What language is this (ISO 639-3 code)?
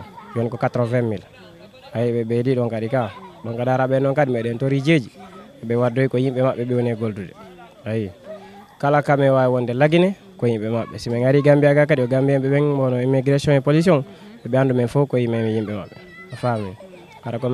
ful